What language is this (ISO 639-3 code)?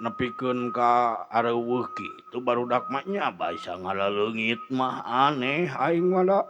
sun